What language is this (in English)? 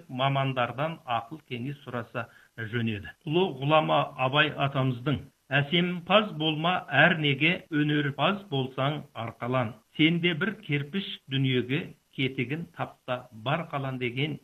Kazakh